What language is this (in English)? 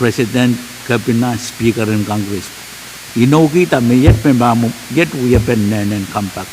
Pohnpeian